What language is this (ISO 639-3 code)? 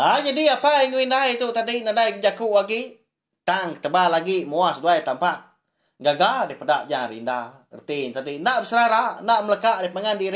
iba